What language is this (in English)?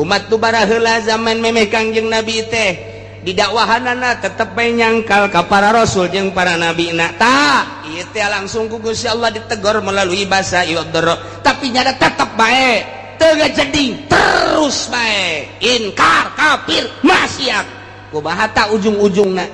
Sundanese